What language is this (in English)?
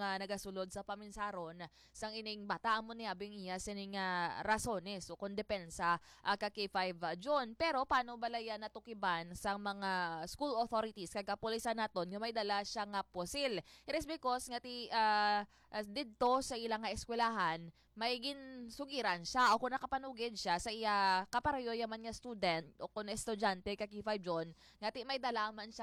Hiligaynon